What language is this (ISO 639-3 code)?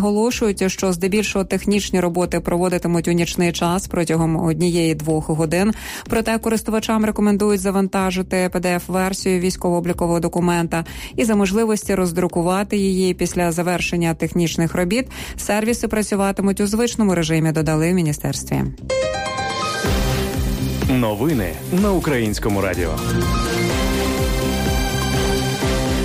ukr